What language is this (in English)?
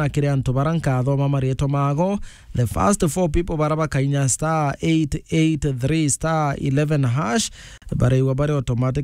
Meru